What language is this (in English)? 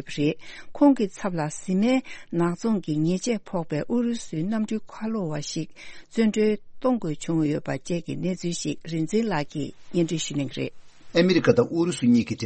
Tibetan